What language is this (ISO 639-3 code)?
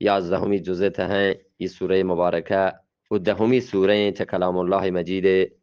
bgp